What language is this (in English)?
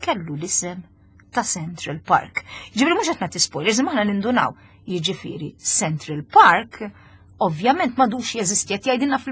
Maltese